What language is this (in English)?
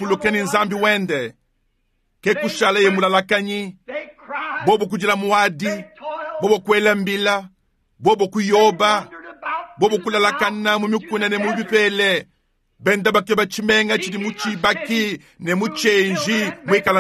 Luba-Lulua